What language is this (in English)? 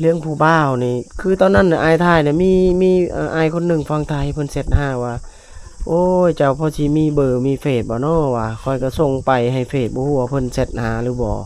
Lao